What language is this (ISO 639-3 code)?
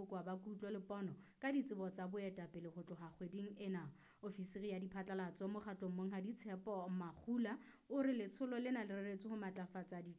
sot